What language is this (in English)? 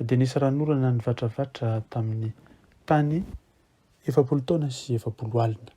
Malagasy